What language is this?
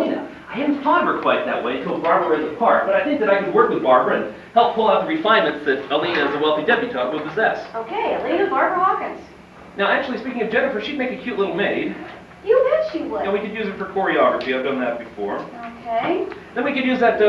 English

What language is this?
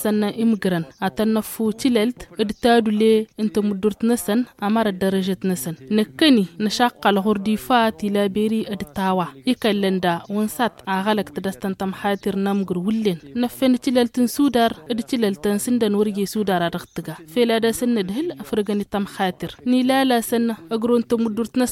Tamasheq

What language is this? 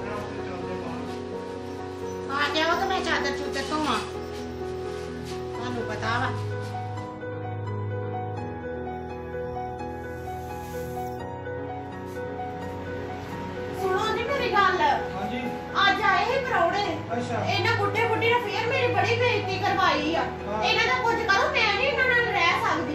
Punjabi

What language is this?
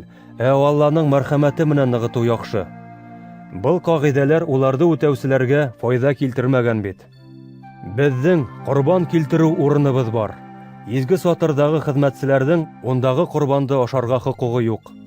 Bashkir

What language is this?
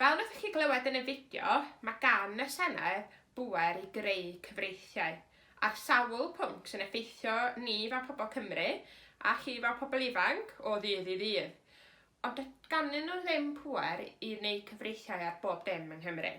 Welsh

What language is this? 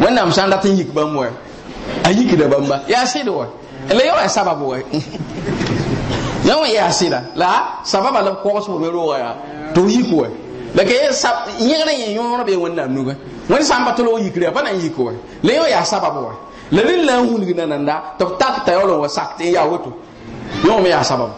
Mossi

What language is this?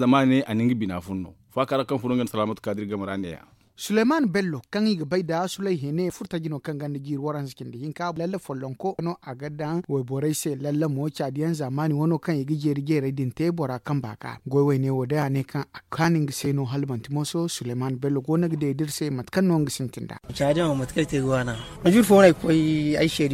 Zarma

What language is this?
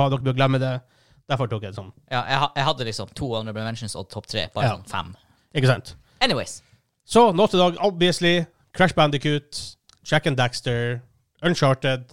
Norwegian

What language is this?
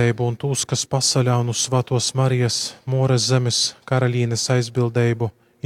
Latgalian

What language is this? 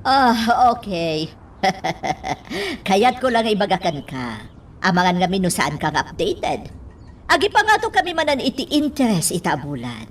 Iloko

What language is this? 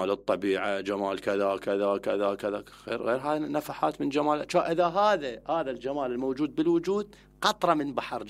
Mesopotamian Arabic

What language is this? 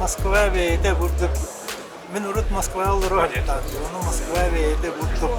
Yakut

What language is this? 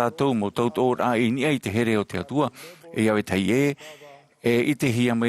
Tahitian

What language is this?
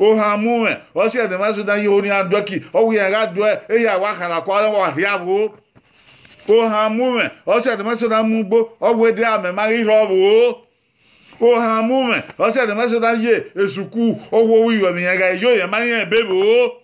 Bini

